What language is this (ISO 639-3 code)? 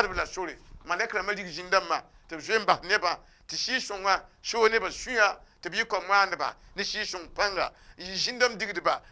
mos